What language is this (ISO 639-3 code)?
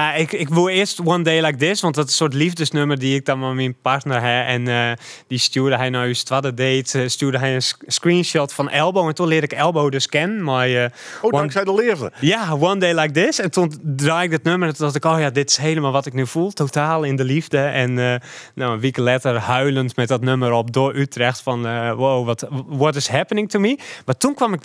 nld